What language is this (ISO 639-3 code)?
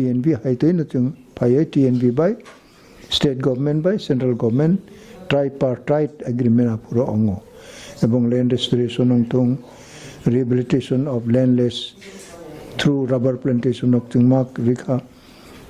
trp